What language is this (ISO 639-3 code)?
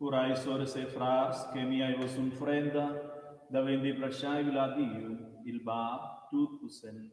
roh